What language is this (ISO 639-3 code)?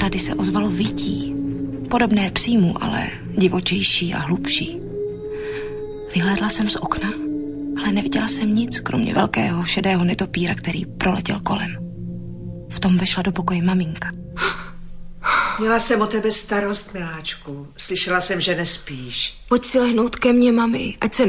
ces